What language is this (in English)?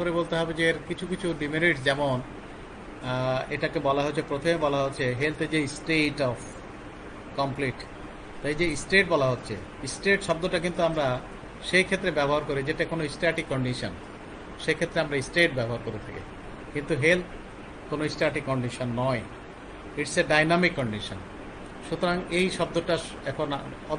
Bangla